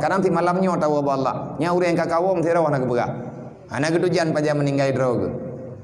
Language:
Achinese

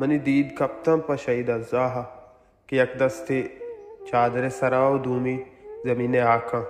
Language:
Baluchi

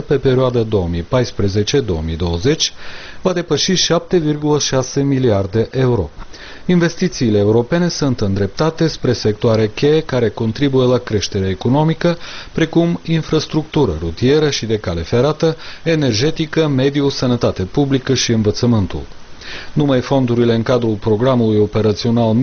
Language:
Romanian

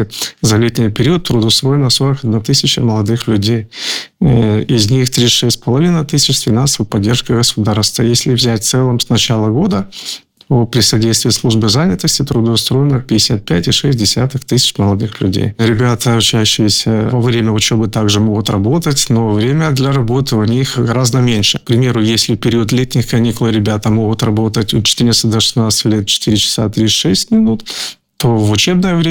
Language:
Russian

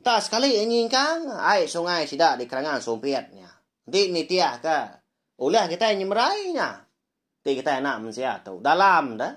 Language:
Iban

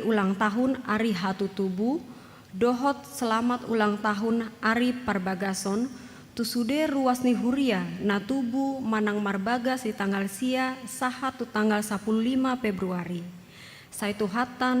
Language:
Batak Toba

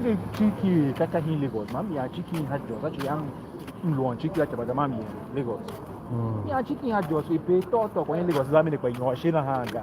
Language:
Tiv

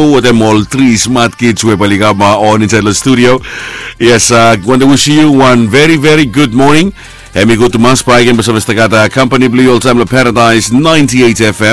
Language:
Bislama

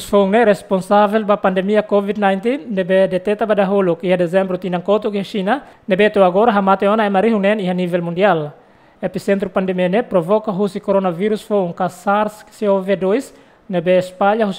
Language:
Tetum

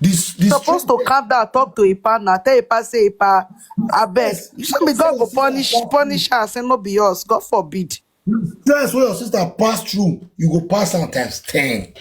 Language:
Nigerian Pidgin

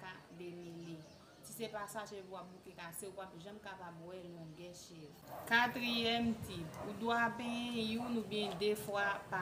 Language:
Haitian Creole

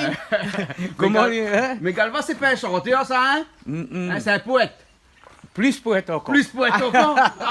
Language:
Réunion Creole French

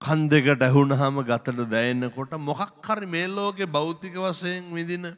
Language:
Sinhala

